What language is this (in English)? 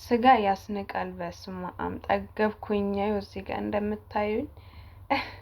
Amharic